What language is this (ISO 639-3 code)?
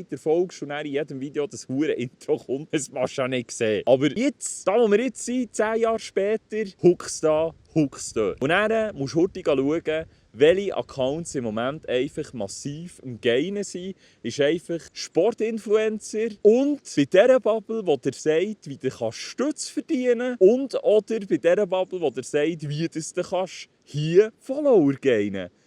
gsw